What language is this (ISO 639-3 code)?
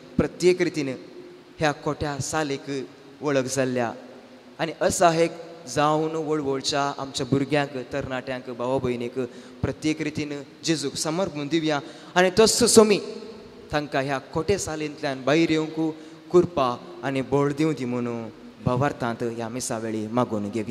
kok